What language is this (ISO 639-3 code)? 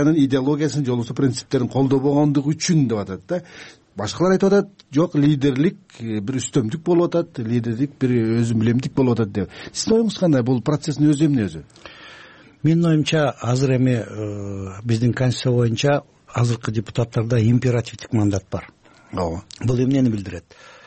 kir